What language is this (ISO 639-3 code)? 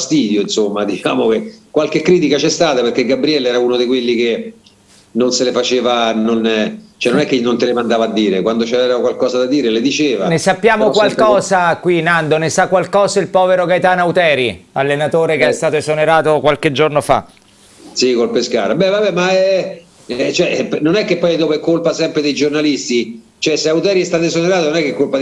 ita